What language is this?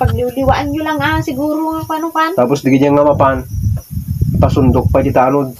Iloko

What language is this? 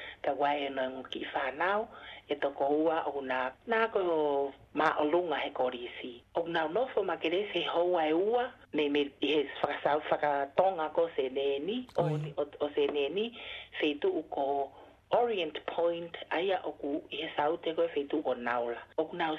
Tongan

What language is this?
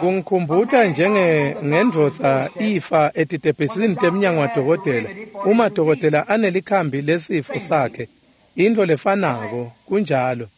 Swati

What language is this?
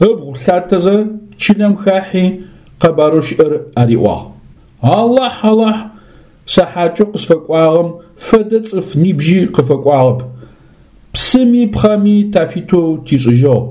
Adyghe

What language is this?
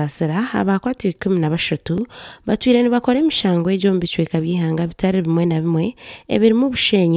Nyankole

